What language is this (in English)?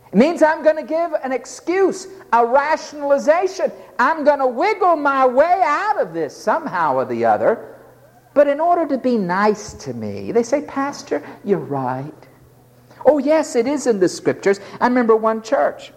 English